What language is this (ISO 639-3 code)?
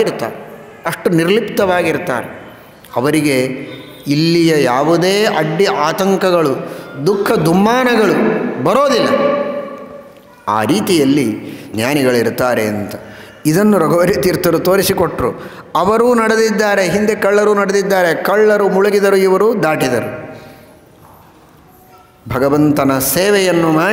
kan